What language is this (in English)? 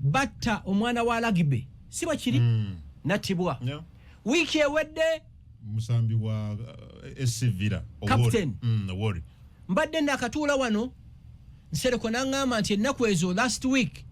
Ganda